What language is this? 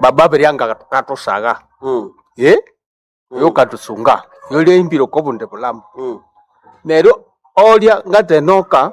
Nande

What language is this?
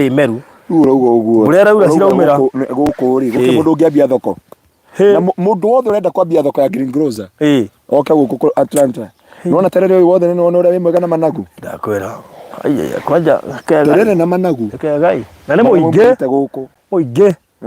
Kikuyu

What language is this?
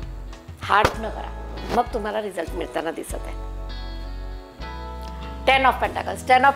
Marathi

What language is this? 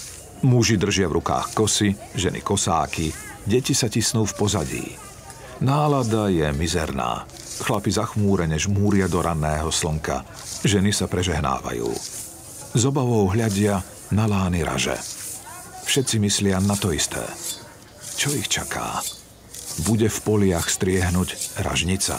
Slovak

